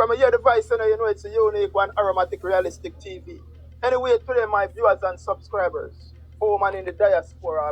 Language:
Jamaican Creole English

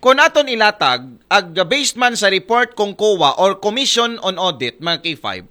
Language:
Aklanon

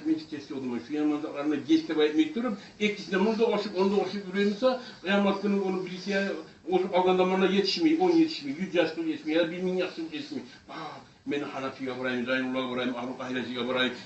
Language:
Kumyk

